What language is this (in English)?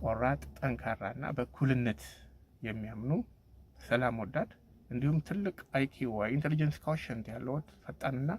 Amharic